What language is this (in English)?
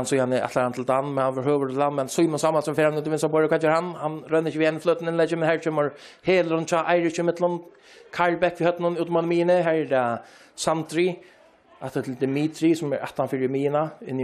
Faroese